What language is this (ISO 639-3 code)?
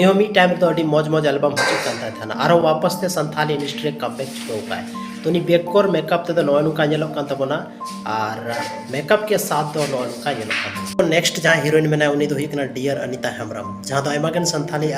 sat